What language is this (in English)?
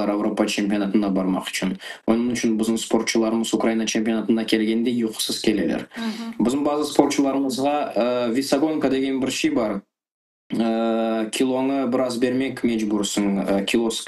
Crimean Tatar